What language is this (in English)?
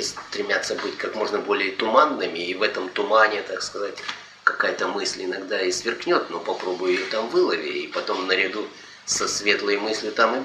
Russian